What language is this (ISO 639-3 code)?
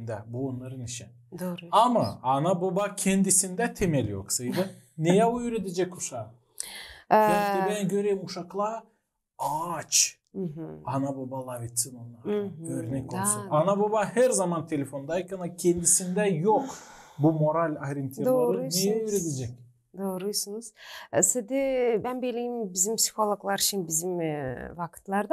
gag